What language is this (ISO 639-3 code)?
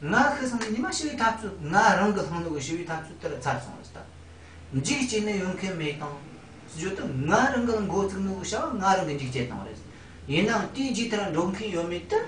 bod